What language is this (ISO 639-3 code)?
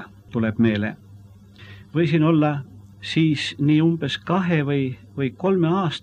est